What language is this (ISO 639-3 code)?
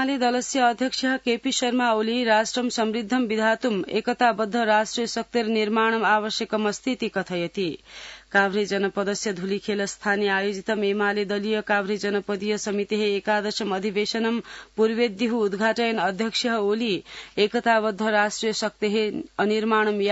san